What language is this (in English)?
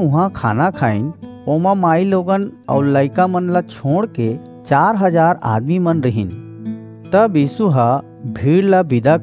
Chhattisgarhi